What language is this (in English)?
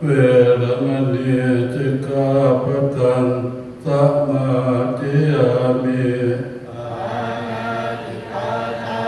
Pali